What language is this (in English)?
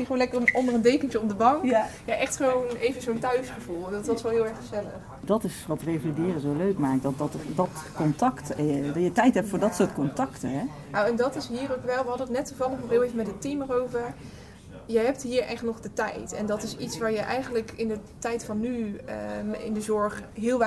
Dutch